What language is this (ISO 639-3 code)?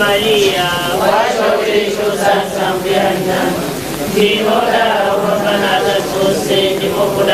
nya